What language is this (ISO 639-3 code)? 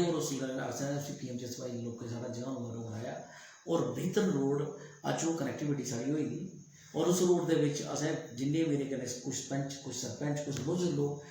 doi